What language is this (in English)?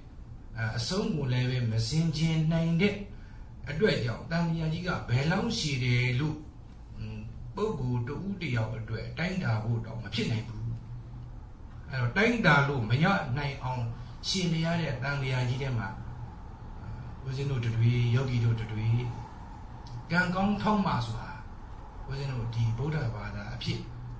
Burmese